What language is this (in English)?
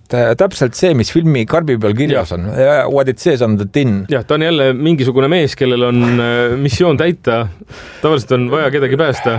Estonian